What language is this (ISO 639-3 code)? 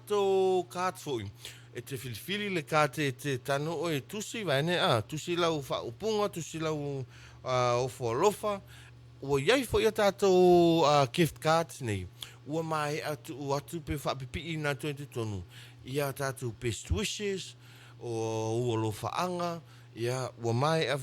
smo